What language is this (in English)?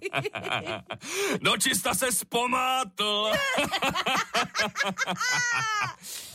Czech